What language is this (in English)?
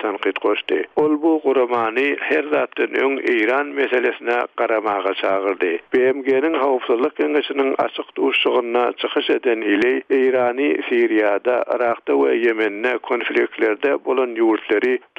Turkmen